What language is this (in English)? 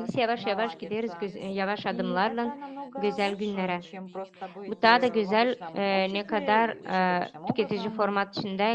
Gagauz